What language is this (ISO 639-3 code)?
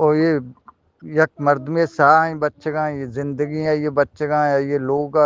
bgp